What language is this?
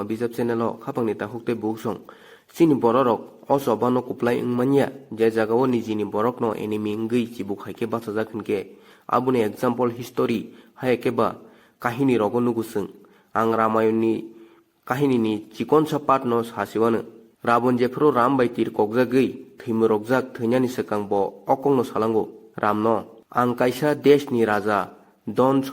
Kok Borok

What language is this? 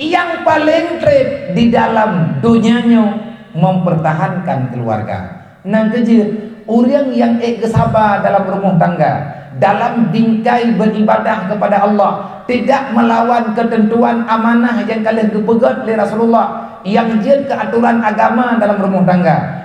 Achinese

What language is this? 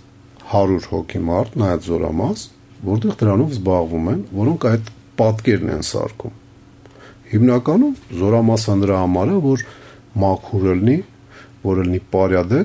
Armenian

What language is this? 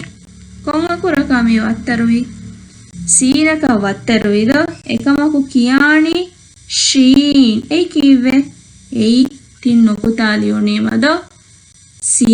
Divehi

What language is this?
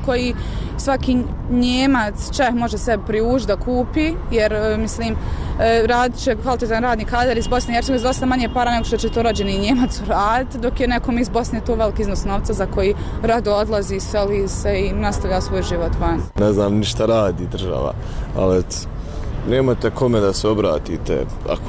Bosnian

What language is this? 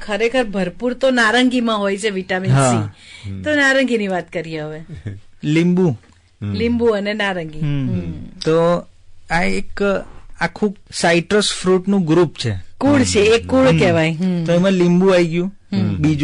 Gujarati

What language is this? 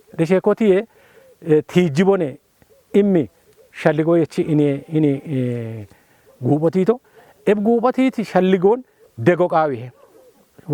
Kafa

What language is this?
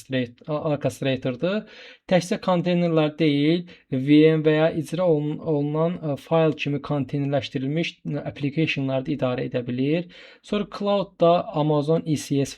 Azerbaijani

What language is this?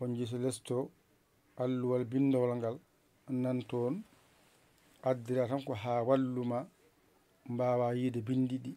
Fula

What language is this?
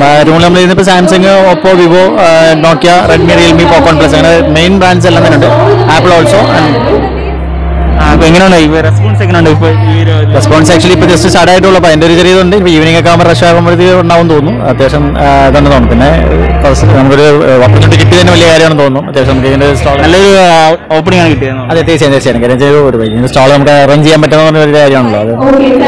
Malayalam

